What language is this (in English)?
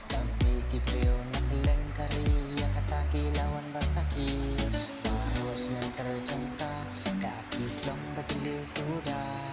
Khasi